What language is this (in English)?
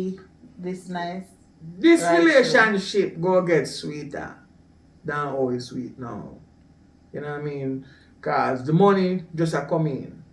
Jamaican Creole English